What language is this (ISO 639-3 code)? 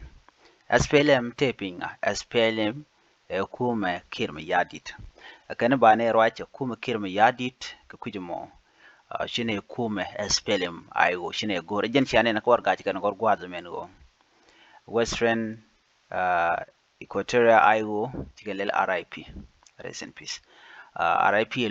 nus